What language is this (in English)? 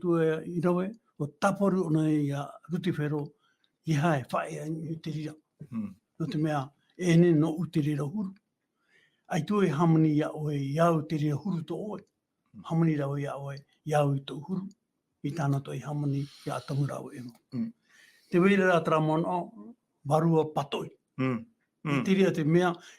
Tahitian